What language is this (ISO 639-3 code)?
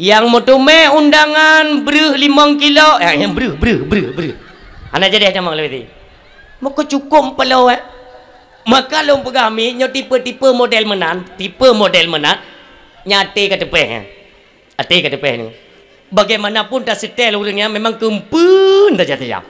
ace